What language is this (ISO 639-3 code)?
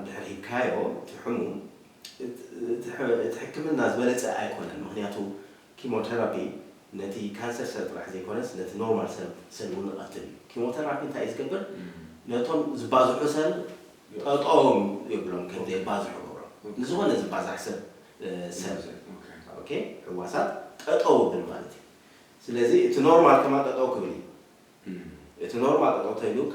tir